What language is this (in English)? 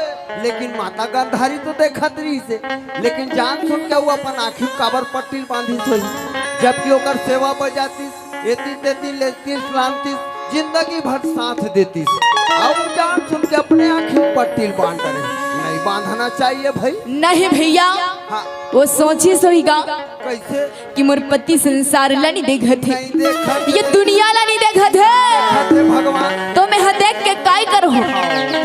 Chhattisgarhi